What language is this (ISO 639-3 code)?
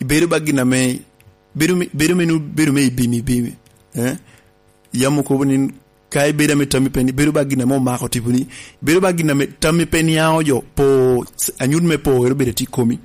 laj